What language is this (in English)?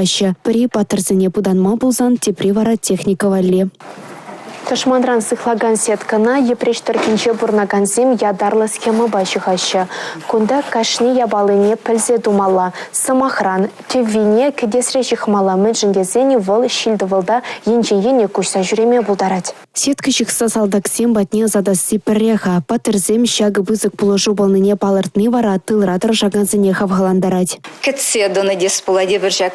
Chuvash